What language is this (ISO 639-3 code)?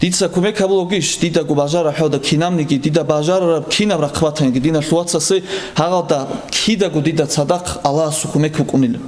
ava